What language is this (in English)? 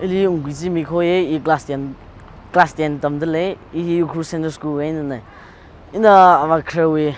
Tangkhul Naga (India)